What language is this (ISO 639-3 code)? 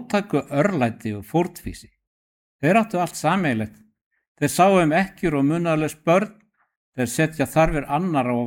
isl